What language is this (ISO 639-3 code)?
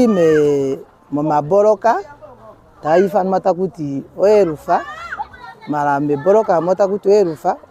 ndo